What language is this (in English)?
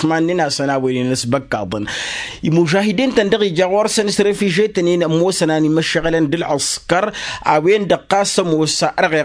Tamasheq